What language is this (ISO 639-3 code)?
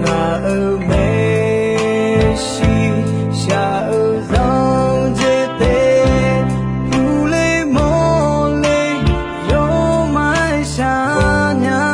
ahk